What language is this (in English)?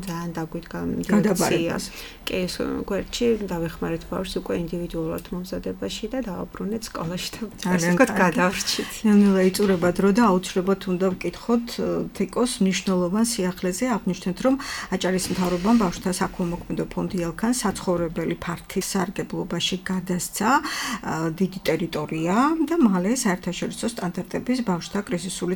Georgian